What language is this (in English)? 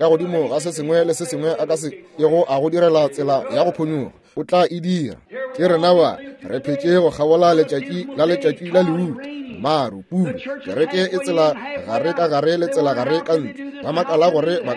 Northern Sotho